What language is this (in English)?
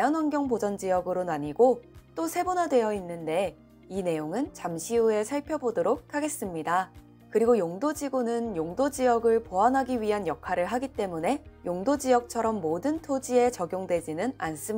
Korean